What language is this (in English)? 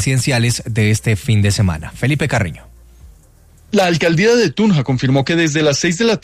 Spanish